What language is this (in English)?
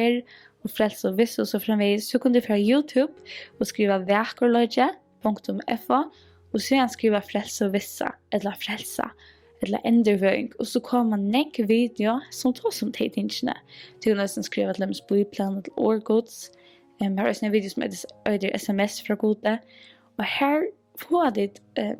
Faroese